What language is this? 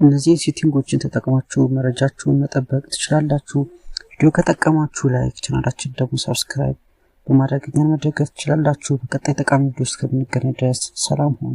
Amharic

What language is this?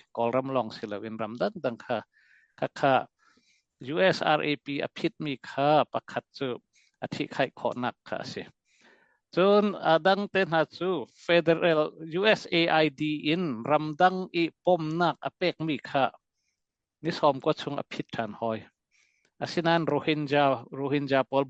Hakha Chin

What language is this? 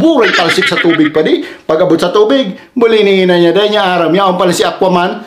Bikol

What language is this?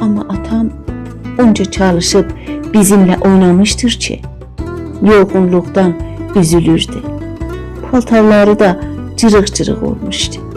South Azerbaijani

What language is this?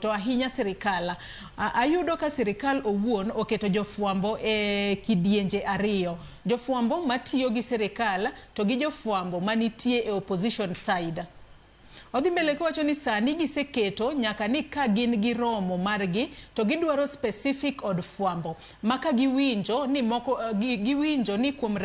Luo (Kenya and Tanzania)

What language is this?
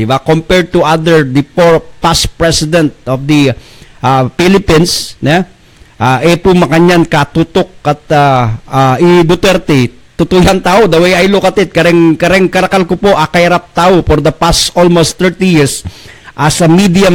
Pampanga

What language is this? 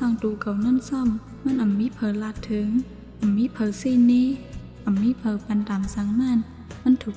Shan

